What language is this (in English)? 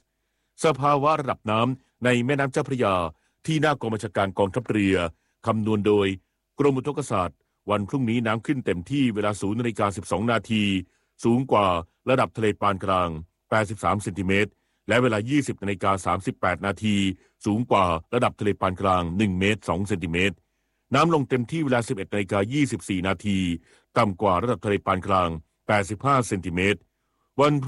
Thai